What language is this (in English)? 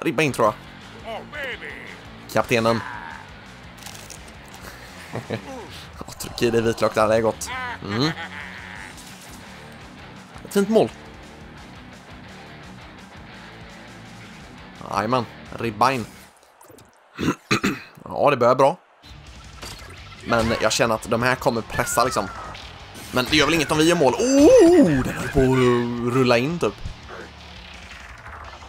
Swedish